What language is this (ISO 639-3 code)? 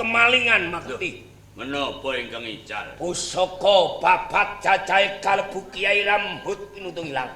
jav